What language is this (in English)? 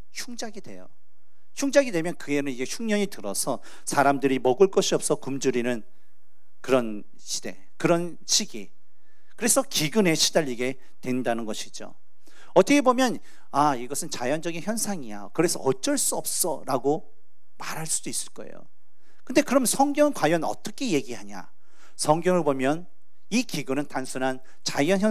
Korean